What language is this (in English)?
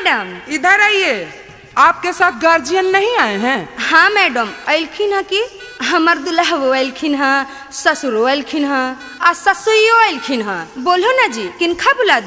Magahi